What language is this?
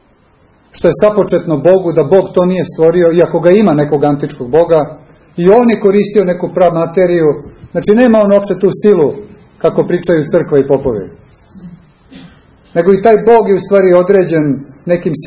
Serbian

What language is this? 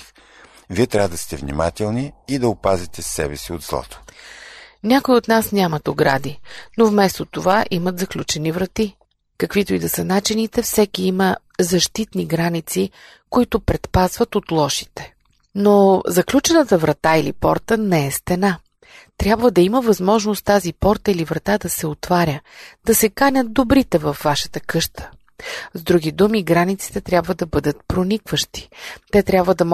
Bulgarian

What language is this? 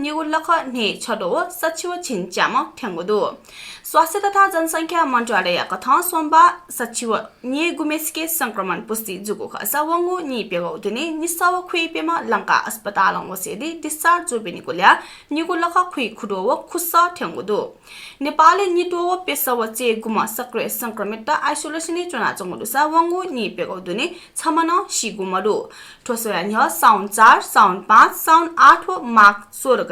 Newari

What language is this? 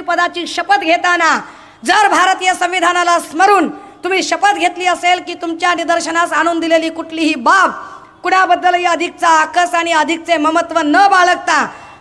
Marathi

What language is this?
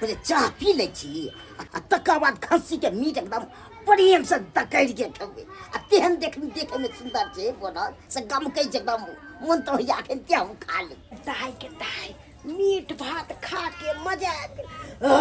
Maithili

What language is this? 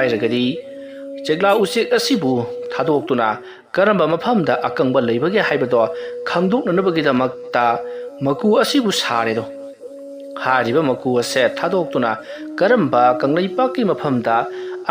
Manipuri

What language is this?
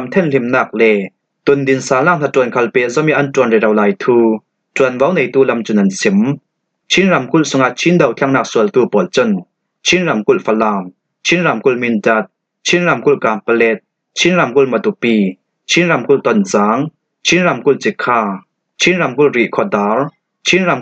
Falam Chin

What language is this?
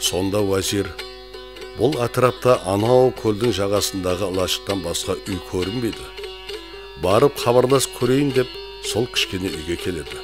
Kara-Kalpak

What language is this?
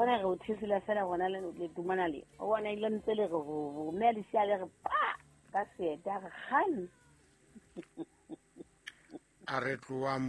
Southern Sotho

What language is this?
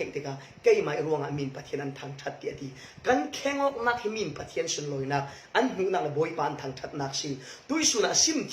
Falam Chin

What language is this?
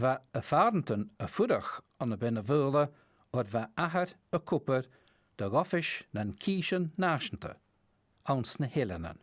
Scottish Gaelic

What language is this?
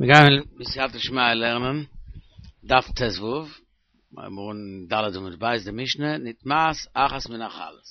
Yiddish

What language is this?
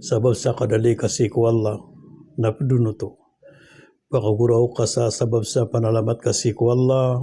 Maranao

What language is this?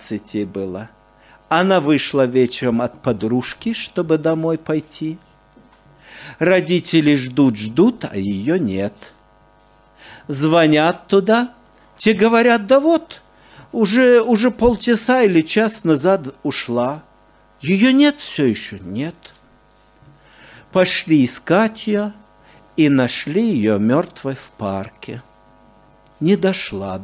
Russian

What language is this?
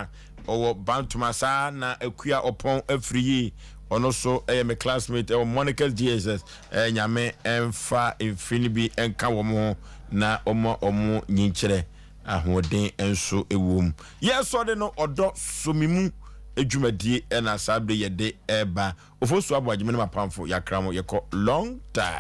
Akan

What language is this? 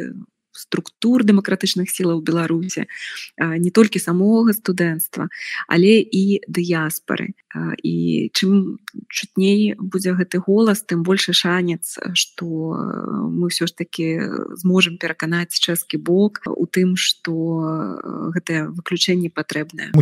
Belarusian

